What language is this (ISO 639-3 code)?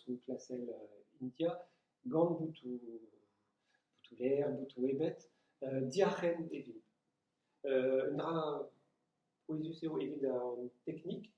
bre